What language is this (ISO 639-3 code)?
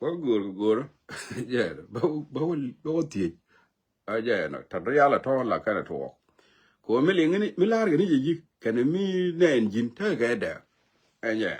nus